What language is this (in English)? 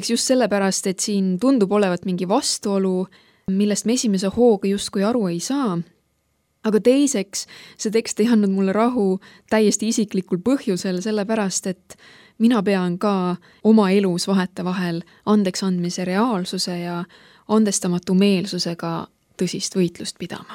Estonian